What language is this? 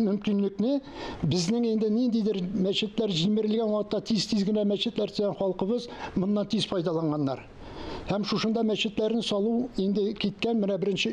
Tatar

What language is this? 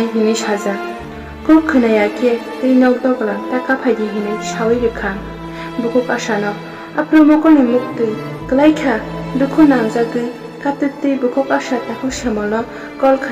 Kok Borok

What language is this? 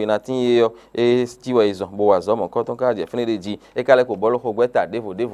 Fon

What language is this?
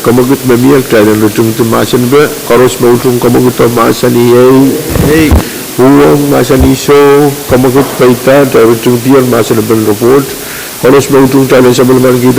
Pohnpeian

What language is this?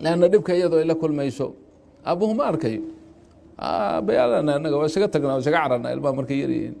Somali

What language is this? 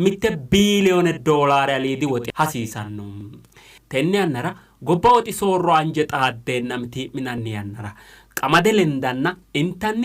Sidamo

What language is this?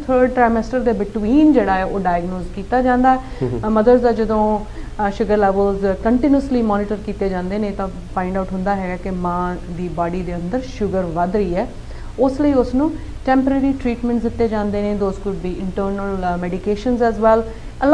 Punjabi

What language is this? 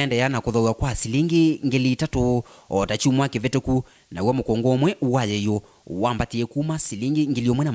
Kamba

